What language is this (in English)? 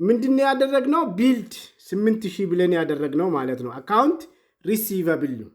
Amharic